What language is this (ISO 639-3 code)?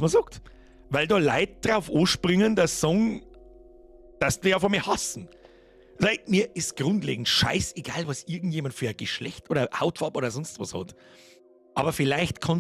bar